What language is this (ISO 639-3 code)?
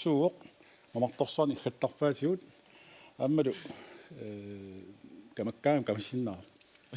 kal